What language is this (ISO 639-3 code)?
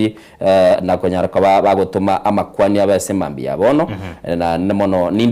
guz